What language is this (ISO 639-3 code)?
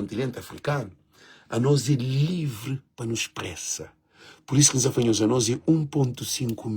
kea